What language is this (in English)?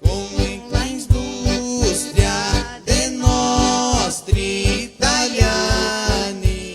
Venetian